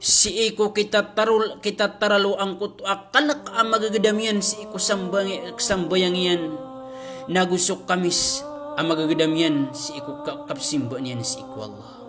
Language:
Maranao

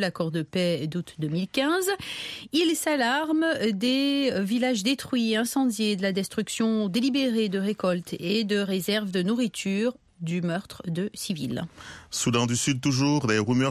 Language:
French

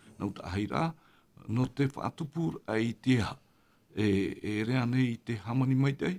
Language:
Tahitian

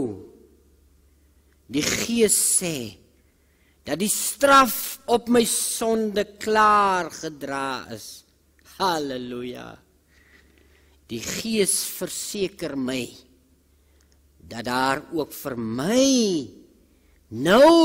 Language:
Afrikaans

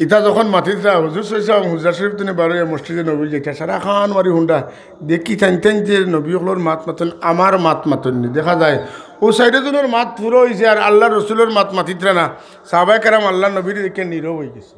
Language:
Sylheti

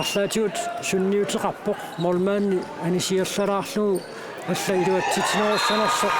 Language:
Kalaallisut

